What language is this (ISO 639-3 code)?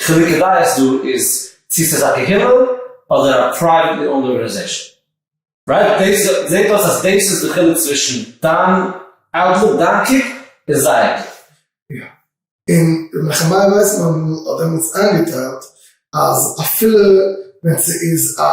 yid